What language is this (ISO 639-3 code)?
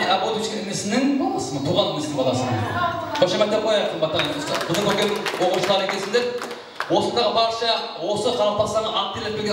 kaa